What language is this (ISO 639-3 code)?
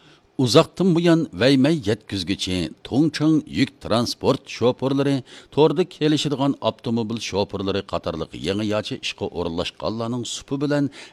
uig